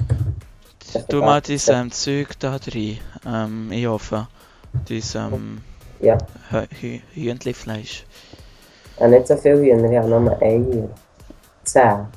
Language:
Swiss German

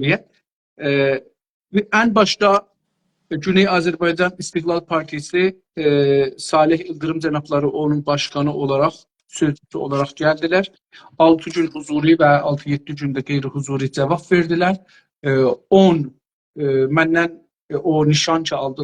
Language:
South Azerbaijani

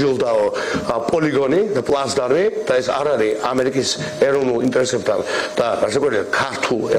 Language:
Georgian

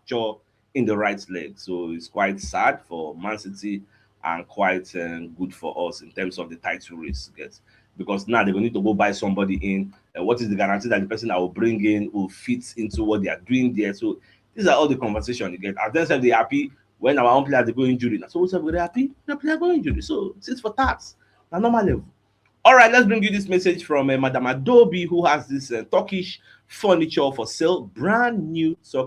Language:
Nigerian Pidgin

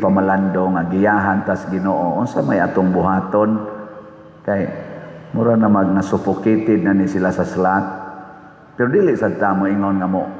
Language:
Cebuano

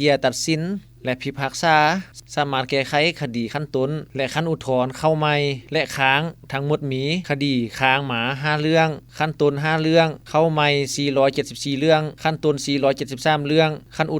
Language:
Lao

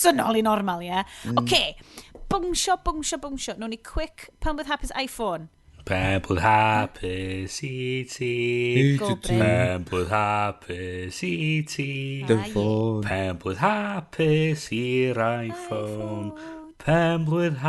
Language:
Welsh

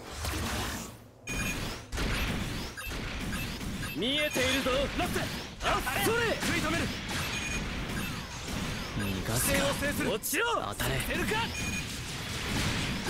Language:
Japanese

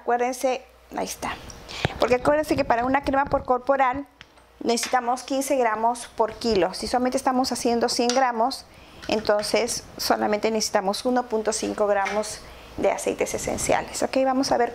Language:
Spanish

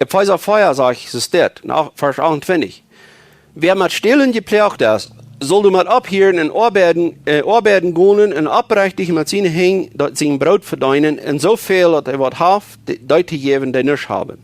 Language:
Plautdietsch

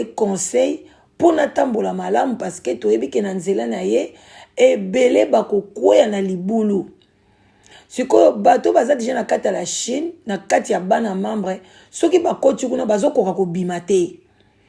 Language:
Lingala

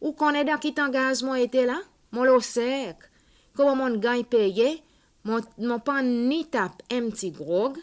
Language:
Seselwa Creole French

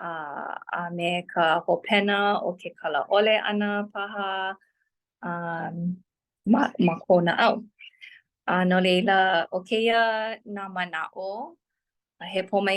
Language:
Hawaiian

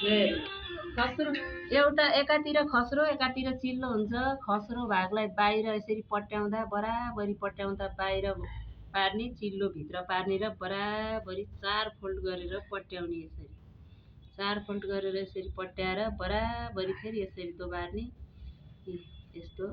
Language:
Nepali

